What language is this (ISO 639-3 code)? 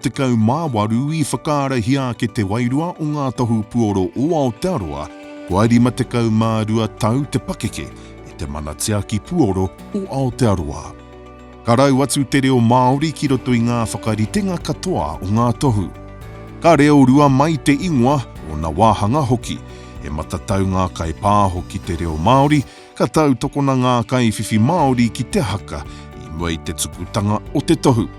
mri